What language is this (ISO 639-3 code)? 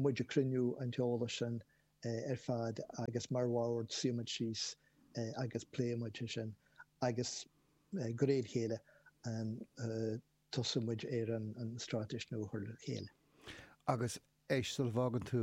gle